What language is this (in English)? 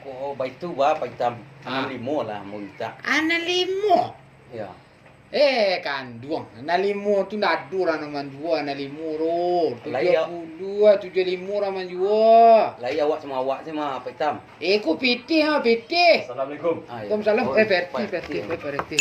Minangkabau